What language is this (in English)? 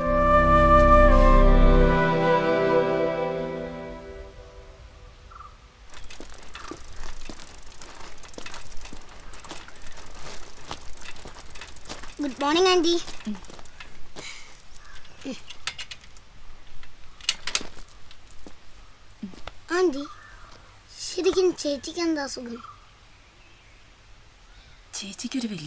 Malayalam